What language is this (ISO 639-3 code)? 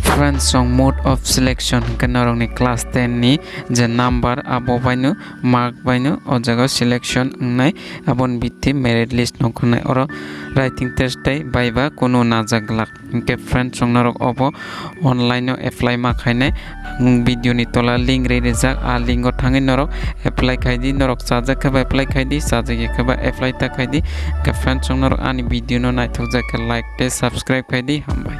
trp